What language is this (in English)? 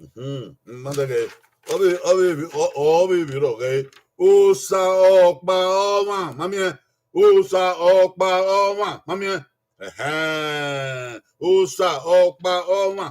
Bini